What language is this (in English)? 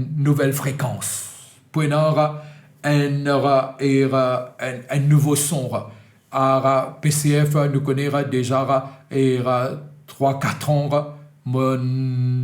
Morisyen